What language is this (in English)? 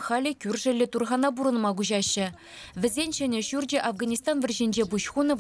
Chuvash